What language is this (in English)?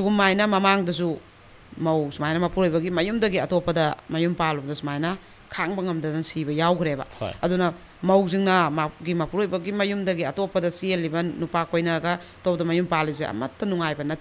Manipuri